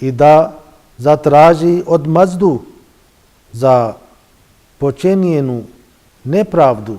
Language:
Bosnian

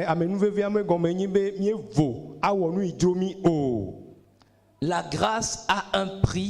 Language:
Ewe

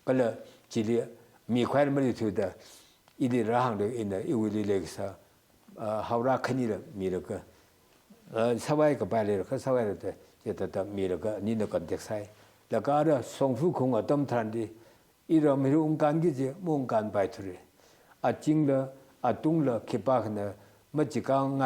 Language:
Tangkhul Naga (India)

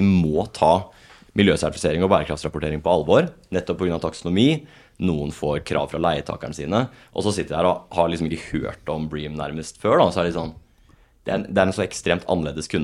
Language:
Norwegian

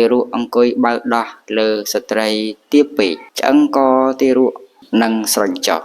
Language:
Khmer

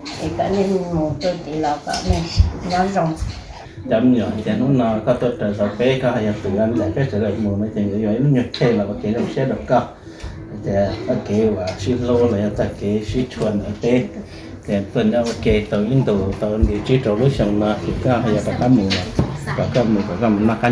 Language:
Hmong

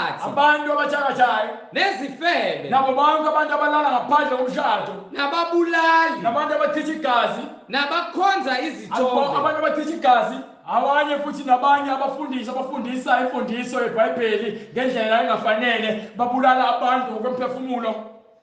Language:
Zulu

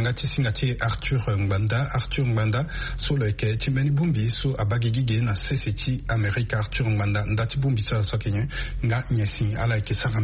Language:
Sango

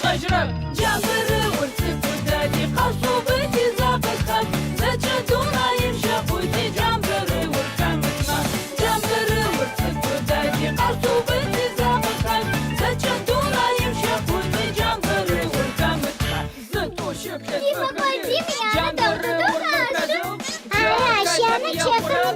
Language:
Adyghe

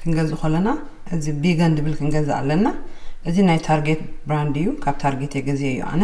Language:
Tigrinya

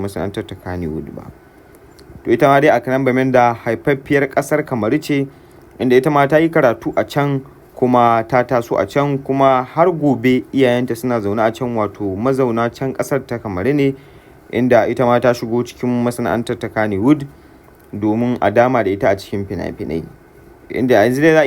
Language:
Hausa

